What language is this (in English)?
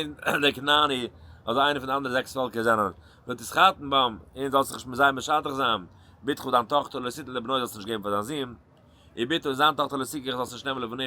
Yiddish